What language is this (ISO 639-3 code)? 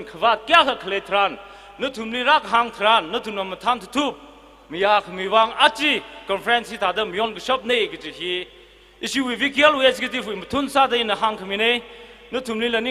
nmf